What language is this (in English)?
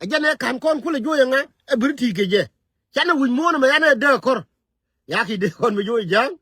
Nuer